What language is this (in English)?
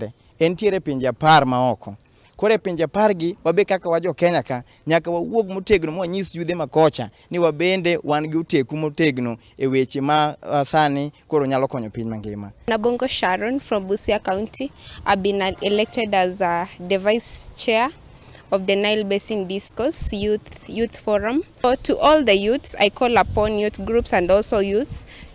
Luo (Kenya and Tanzania)